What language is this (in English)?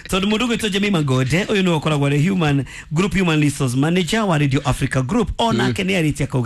Kikuyu